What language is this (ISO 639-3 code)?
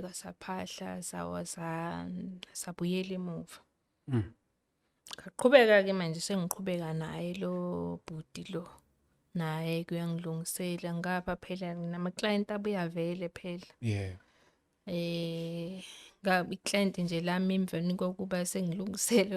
zul